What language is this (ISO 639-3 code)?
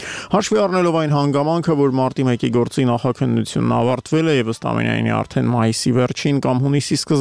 hye